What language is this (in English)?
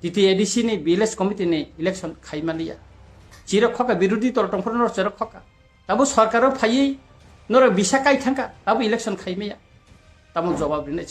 Kok Borok